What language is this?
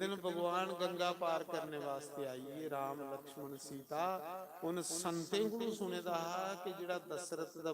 Dogri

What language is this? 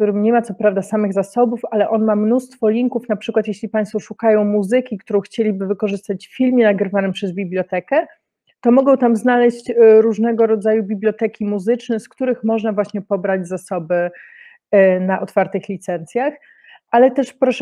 Polish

